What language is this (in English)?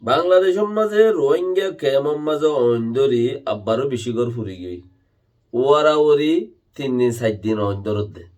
Rohingya